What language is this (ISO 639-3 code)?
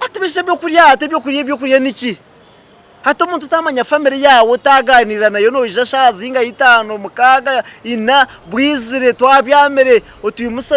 nyn